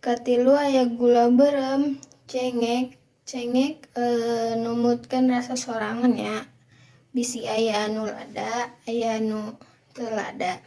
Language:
Sundanese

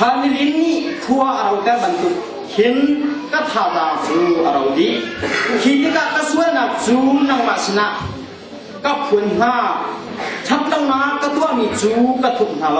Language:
Hakha Chin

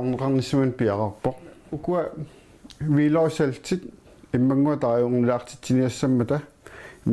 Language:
Kalaallisut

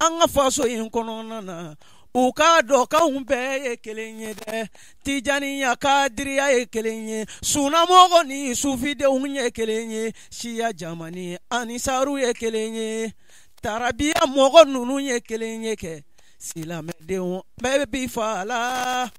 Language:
Bambara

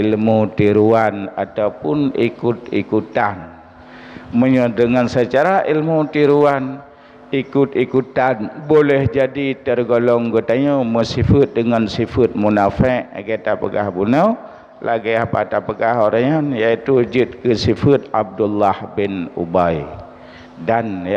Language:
Achinese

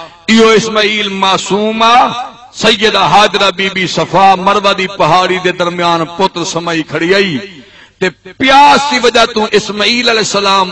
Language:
Saraiki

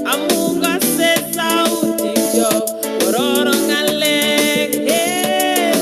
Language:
Kalenjin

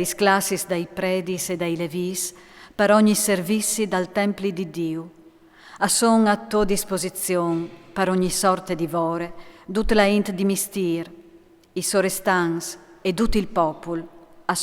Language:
Friulian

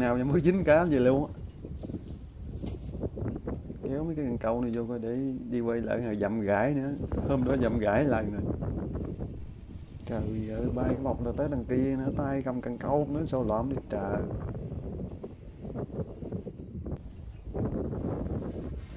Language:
Vietnamese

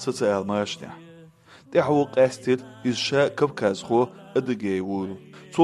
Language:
Chechen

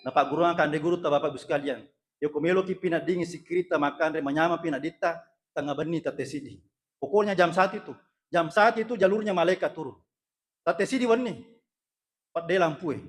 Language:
Buginese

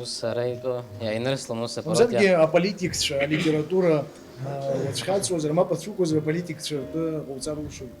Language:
Abkhazian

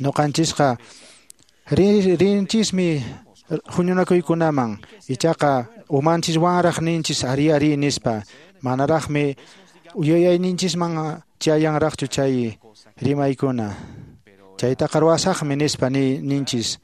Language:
Quechua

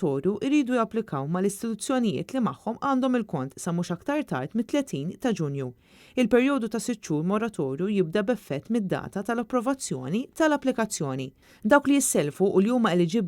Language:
Maltese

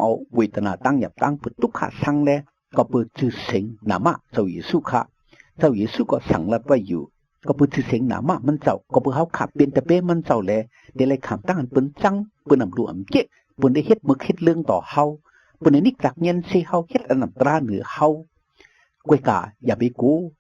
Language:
Shan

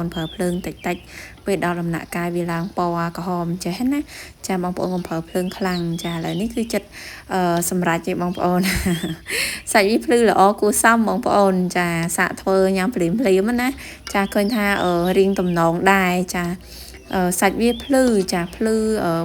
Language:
Khmer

